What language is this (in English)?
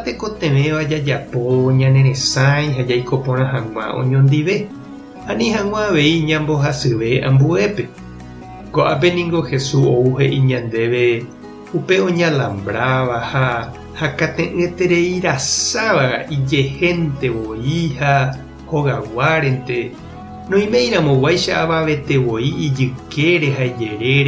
Guarani